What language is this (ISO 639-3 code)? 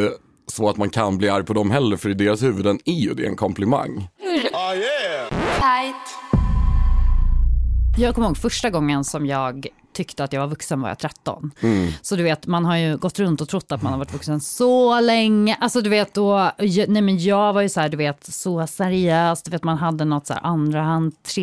swe